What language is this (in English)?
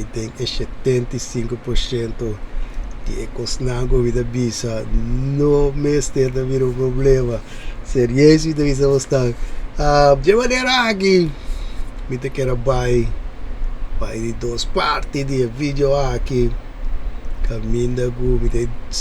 Papiamento